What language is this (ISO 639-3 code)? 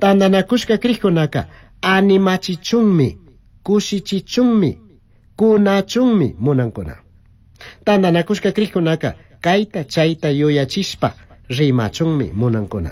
qug